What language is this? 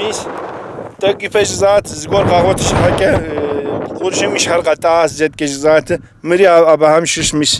Kabardian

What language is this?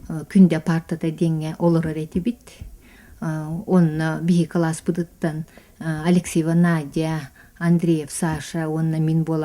Yakut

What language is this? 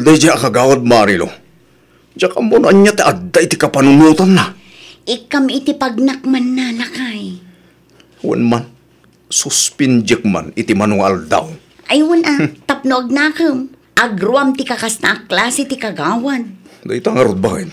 Iloko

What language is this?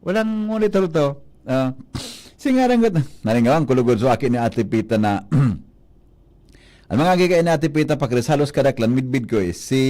Bikol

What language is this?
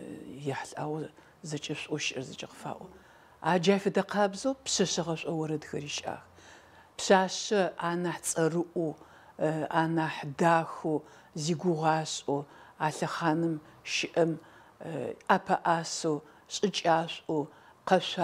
Adyghe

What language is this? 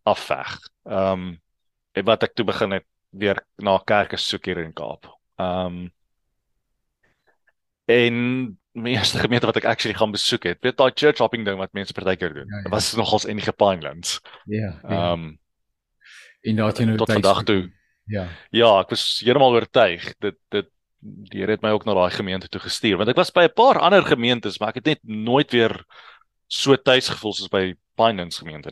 Afrikaans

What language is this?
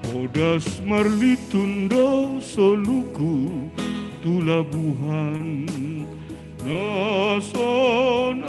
Batak Simalungun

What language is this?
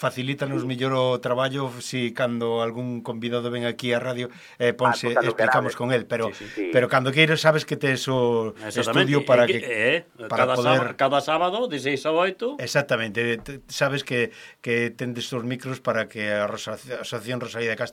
Galician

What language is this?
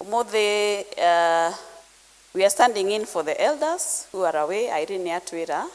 Kikuyu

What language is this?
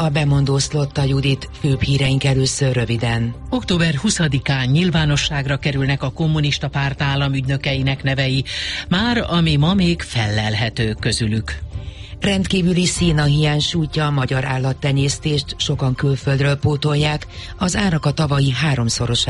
Hungarian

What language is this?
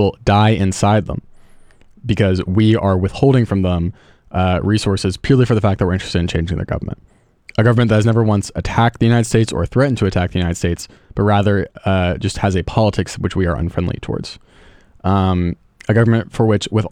English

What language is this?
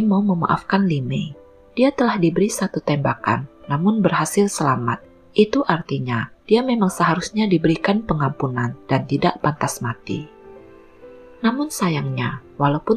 Indonesian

